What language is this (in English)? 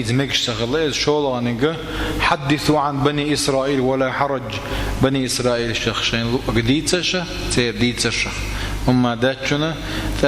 Chechen